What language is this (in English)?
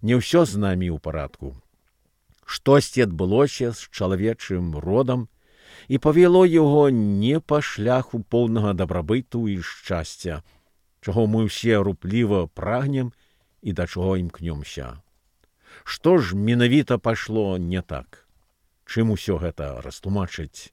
Belarusian